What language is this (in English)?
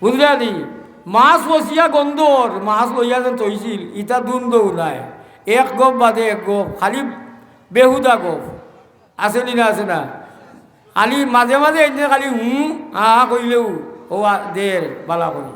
Sylheti